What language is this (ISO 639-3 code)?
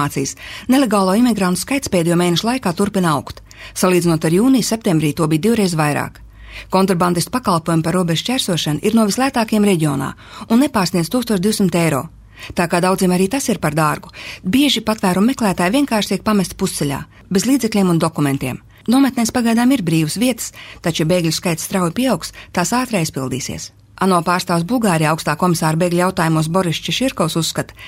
lav